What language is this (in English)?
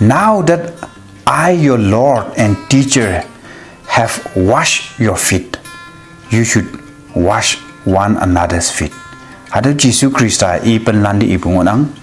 Konyak Naga